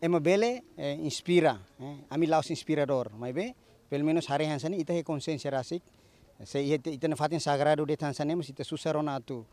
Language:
Tetum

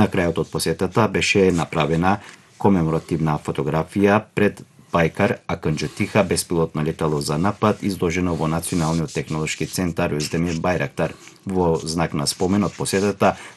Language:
Macedonian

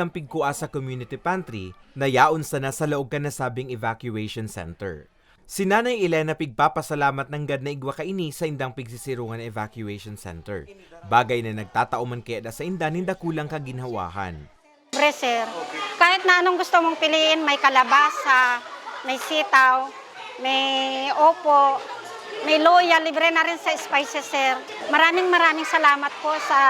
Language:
Bikol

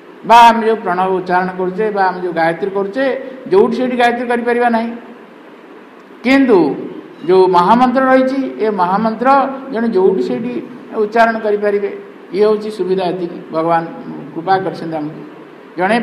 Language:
Odia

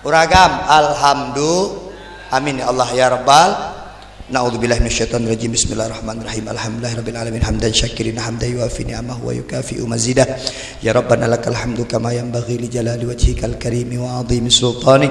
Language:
Achinese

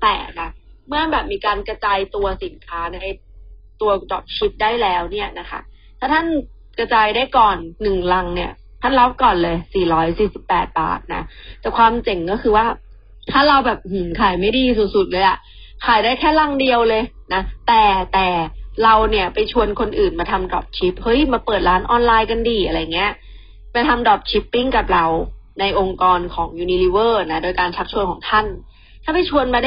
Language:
Thai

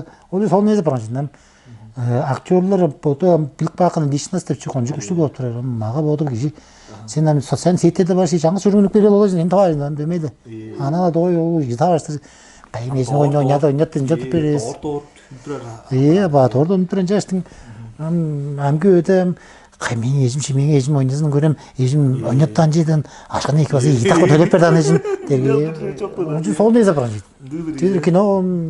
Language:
Tuvinian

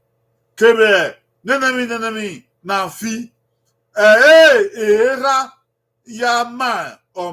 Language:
Bini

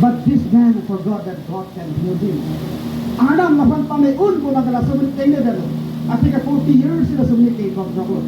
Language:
Karbi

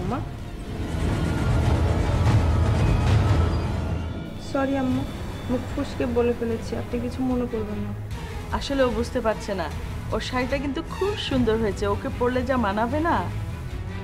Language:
Bangla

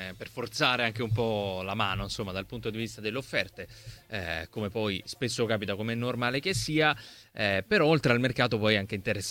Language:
Italian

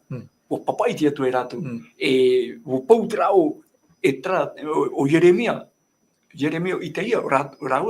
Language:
Tahitian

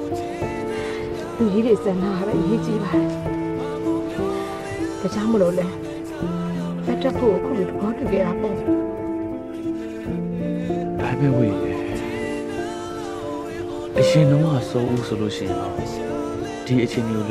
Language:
Burmese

